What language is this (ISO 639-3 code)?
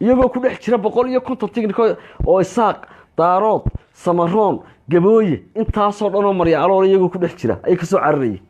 som